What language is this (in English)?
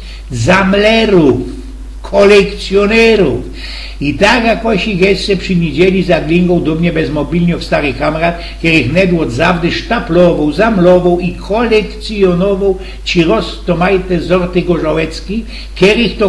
Silesian